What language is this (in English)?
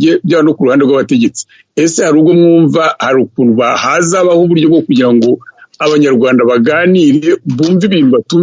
Kinyarwanda